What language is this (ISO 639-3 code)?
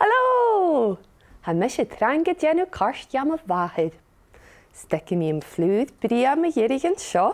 gla